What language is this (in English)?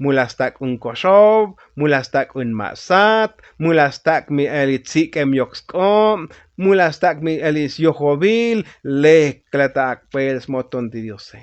Tzotzil